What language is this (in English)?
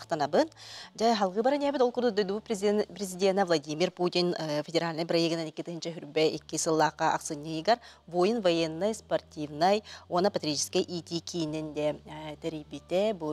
Yakut